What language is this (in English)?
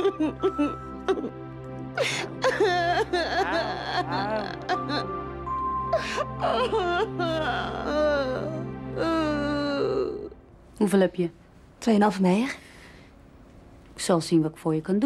Dutch